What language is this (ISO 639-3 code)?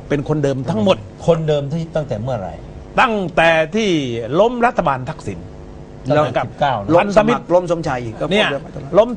tha